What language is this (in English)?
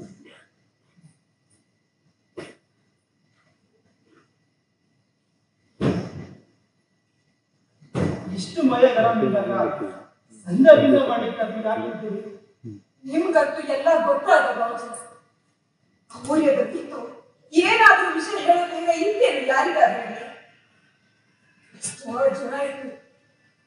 Kannada